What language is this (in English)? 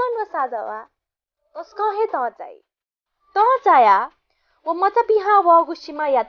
Newari